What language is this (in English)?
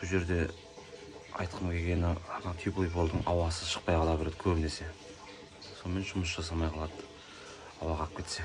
Kazakh